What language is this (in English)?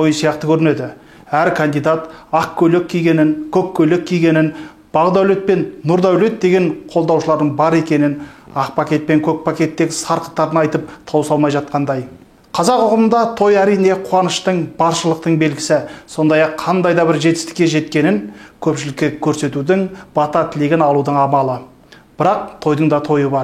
Kazakh